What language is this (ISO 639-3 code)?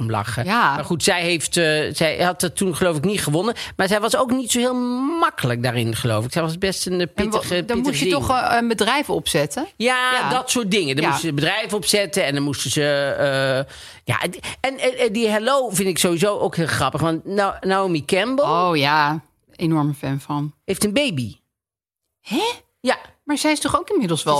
nld